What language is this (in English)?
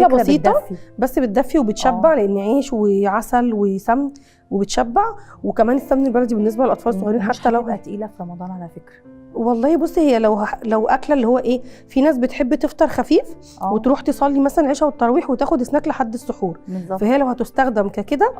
Egyptian Arabic